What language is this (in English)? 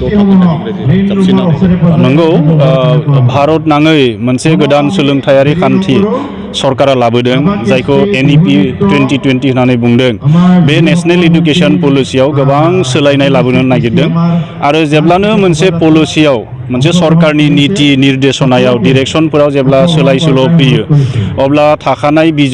Bodo